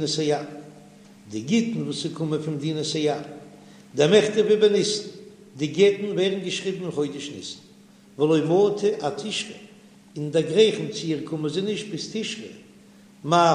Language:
Yiddish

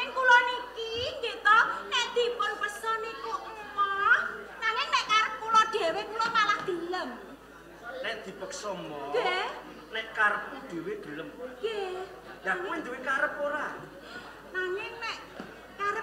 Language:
Javanese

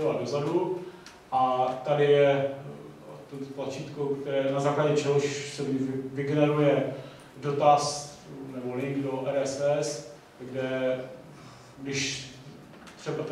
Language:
Czech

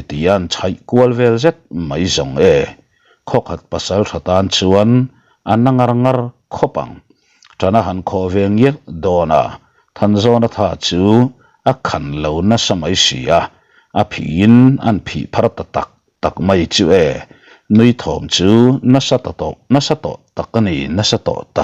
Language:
Mizo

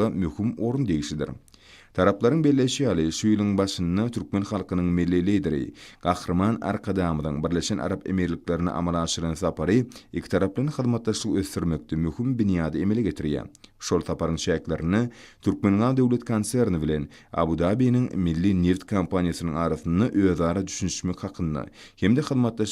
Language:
Turkmen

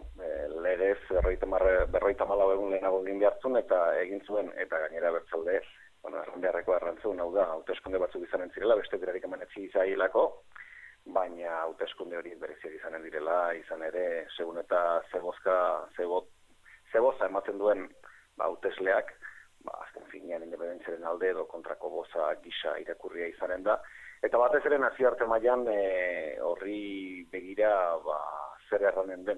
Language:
Basque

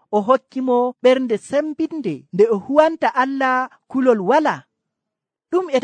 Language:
Nigerian Fulfulde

